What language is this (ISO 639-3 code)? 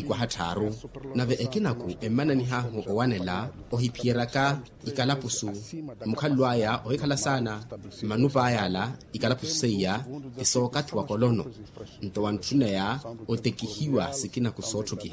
vmw